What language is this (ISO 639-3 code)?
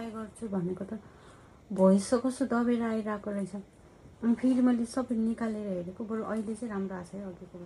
nep